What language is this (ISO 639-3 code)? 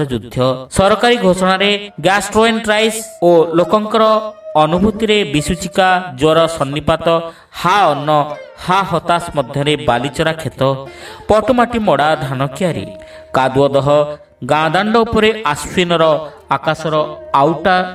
ori